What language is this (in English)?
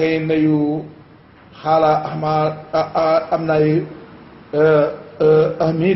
Wolof